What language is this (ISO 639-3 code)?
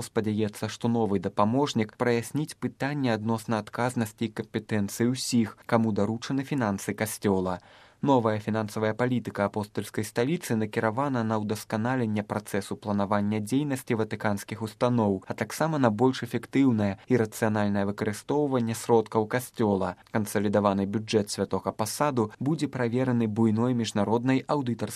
bel